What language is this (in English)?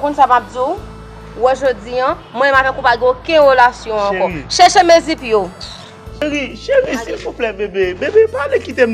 Haitian Creole